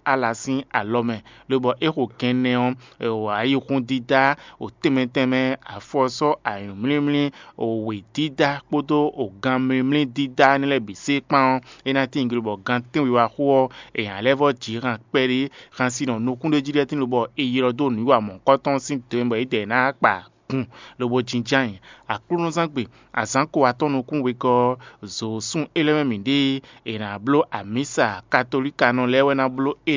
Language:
Fon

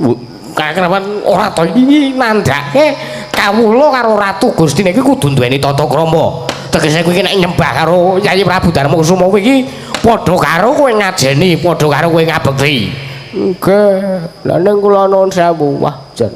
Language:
Javanese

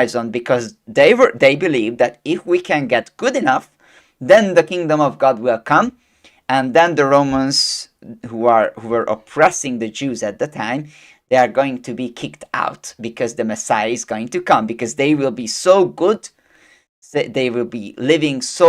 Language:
English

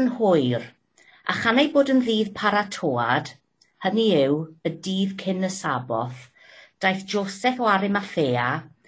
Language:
Welsh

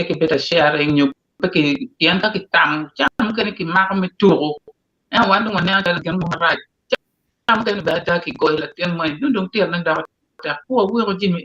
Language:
Acoli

